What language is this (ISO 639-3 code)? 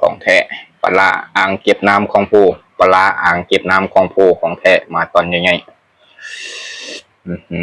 lao